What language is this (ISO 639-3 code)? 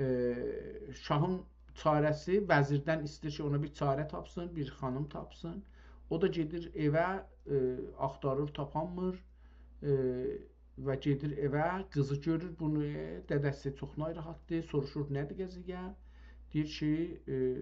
azb